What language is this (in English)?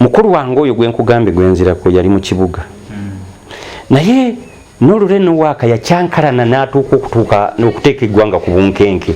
Ganda